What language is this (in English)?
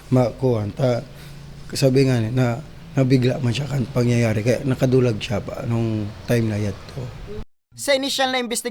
Bikol